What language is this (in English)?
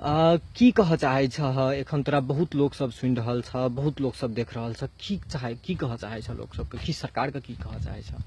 Maithili